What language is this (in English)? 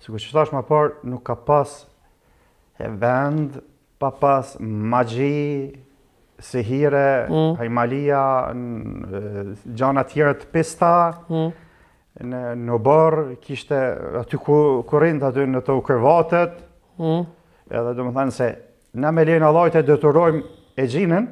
Albanian